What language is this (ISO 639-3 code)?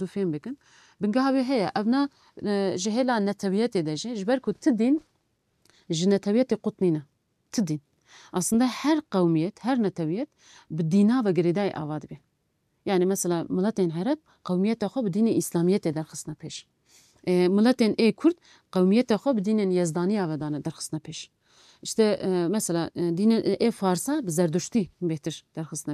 kur